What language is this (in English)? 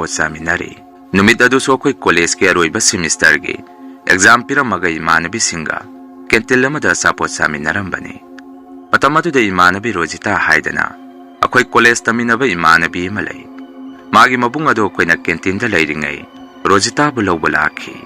Manipuri